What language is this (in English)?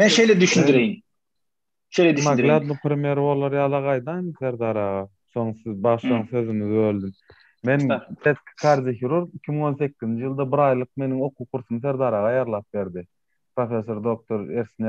Turkmen